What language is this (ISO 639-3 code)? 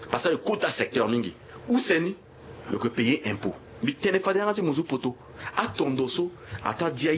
sag